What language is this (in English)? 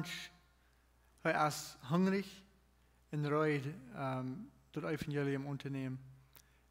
Plautdietsch